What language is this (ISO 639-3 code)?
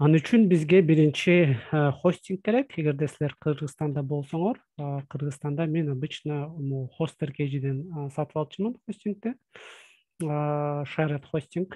kir